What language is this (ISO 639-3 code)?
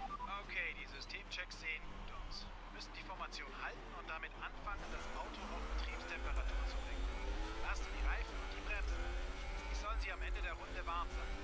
gsw